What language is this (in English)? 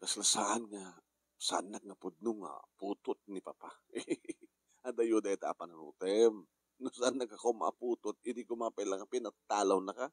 Iloko